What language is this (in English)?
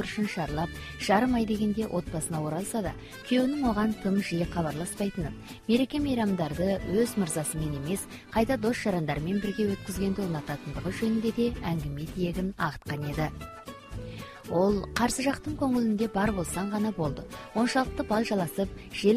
Kazakh